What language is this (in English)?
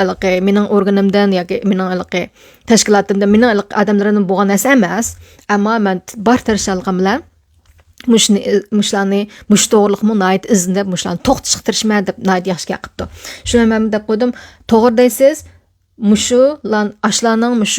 Uyghur